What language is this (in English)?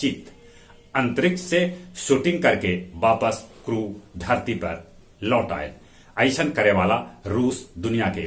Magahi